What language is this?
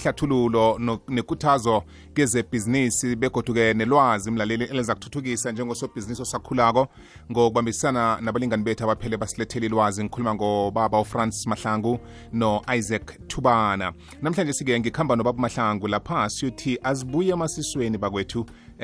South Ndebele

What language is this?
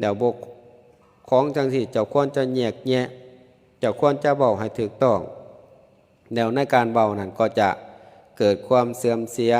Lao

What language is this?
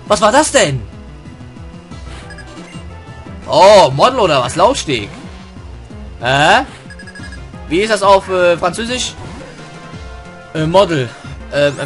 German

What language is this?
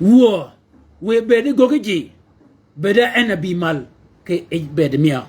Shilluk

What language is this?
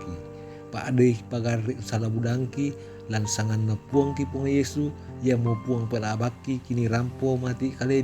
Toraja-Sa'dan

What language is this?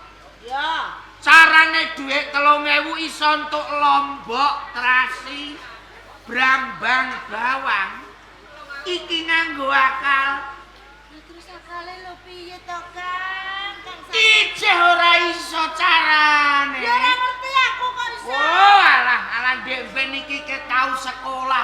Javanese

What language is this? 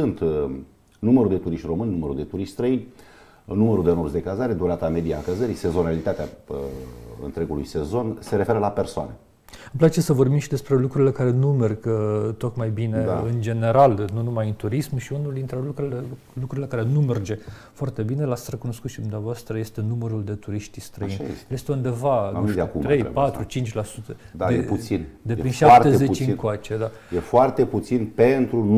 Romanian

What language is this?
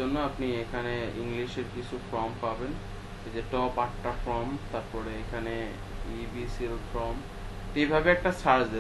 Bangla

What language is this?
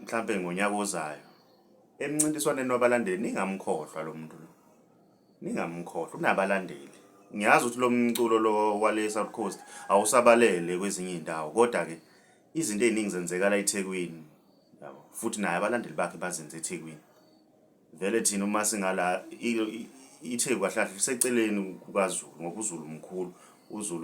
Zulu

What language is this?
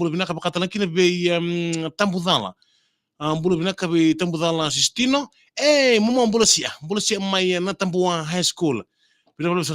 Fijian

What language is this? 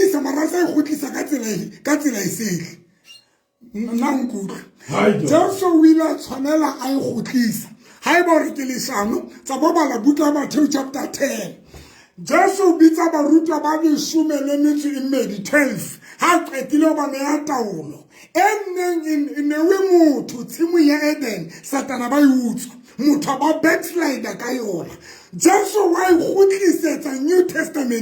Southern Sotho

